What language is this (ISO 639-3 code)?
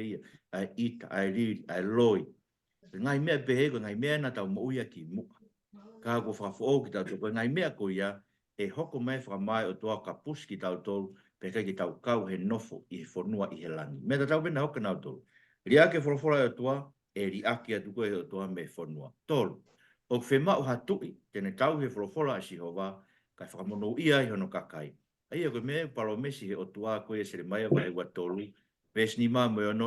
ton